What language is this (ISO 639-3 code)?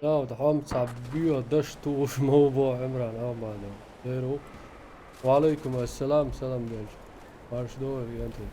che